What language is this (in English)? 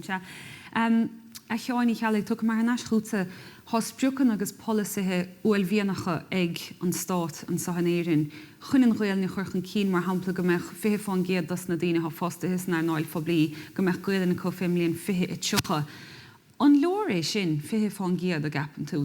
Irish